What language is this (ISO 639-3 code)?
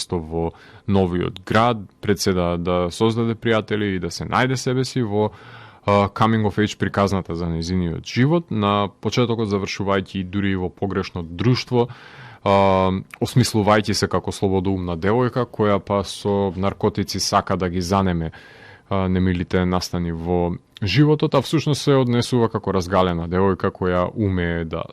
mkd